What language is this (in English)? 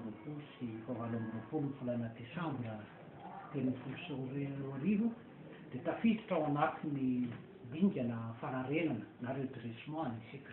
Malagasy